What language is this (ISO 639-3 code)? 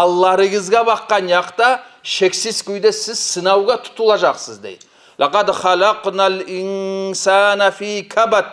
kum